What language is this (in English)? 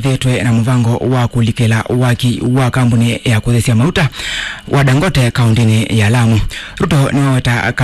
Kamba